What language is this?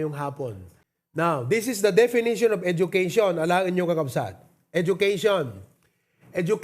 Iloko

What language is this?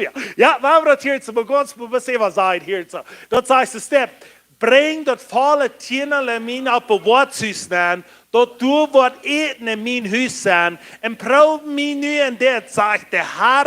Plautdietsch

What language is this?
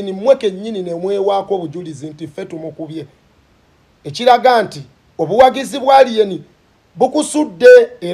Ganda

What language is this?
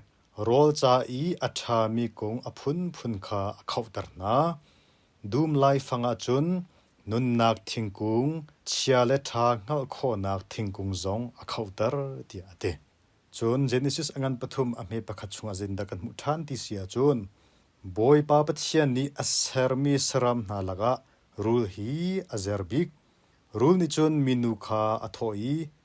Hakha Chin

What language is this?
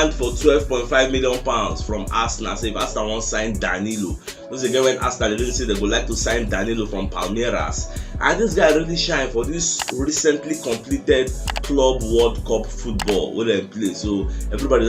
Nigerian Pidgin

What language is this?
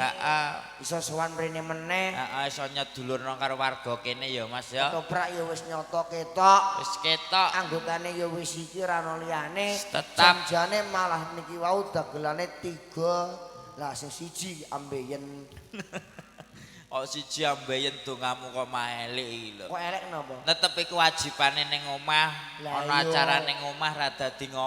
Javanese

